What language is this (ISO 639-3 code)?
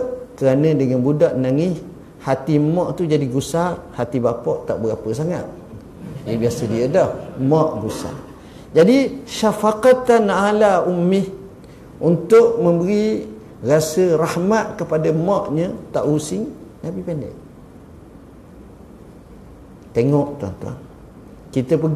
msa